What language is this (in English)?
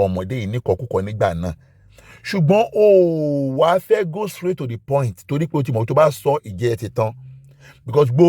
Yoruba